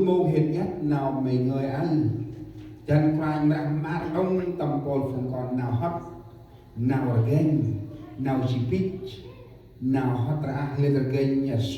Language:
Central Mnong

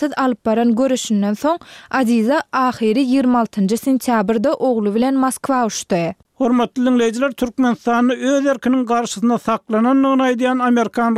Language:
Turkmen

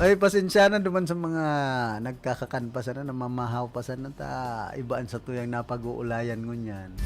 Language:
Bikol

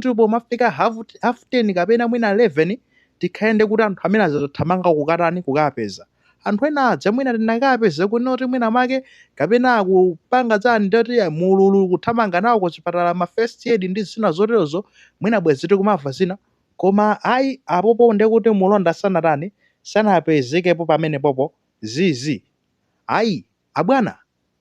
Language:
Nyanja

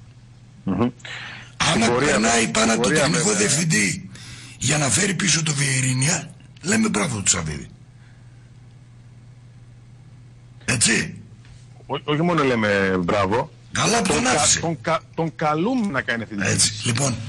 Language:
Greek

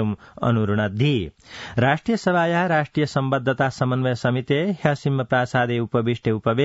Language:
Sanskrit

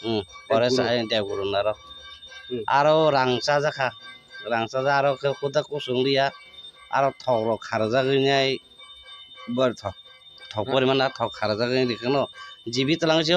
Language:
Kok Borok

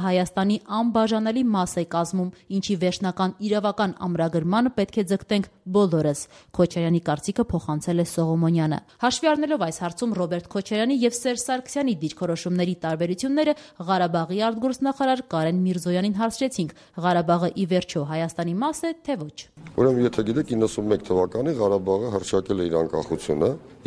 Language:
Armenian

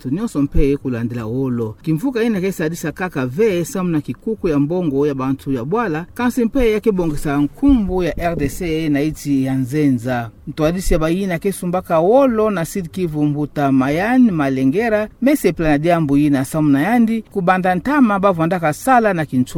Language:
Kituba (Democratic Republic of Congo)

